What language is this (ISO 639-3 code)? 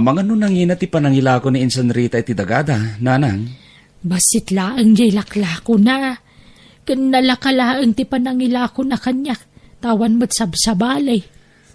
ilo